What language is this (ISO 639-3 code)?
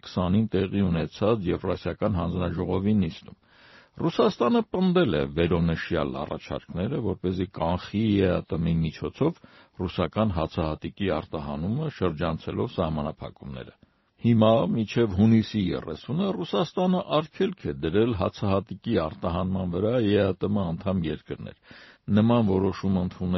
hye